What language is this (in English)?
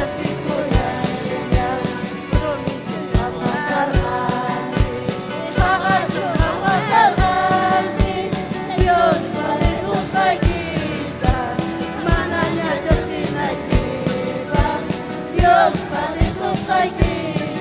Ayacucho Quechua